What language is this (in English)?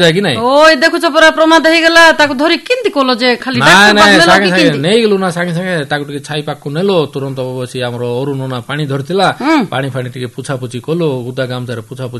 Odia